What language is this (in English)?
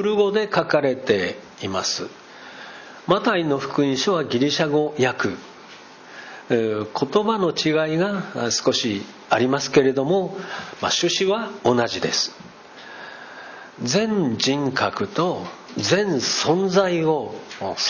Japanese